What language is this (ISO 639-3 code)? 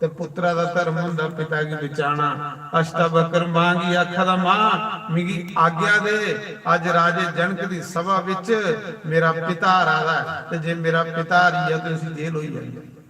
doi